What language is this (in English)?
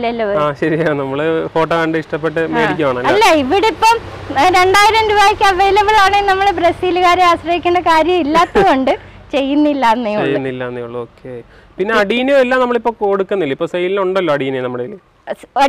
Malayalam